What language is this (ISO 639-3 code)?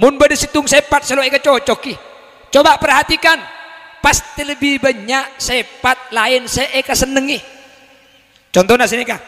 mad